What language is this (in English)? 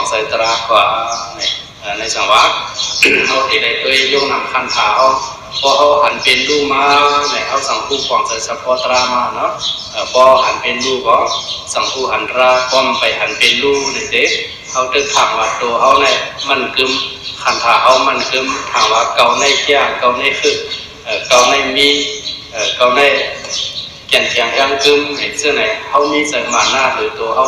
Shan